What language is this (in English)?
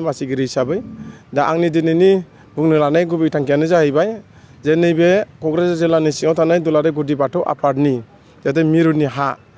Bodo